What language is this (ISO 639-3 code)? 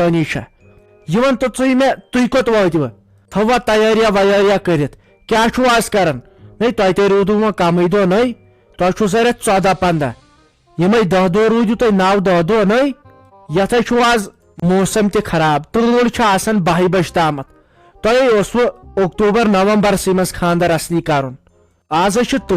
kas